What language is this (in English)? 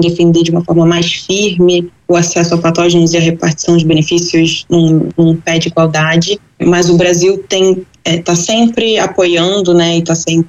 Portuguese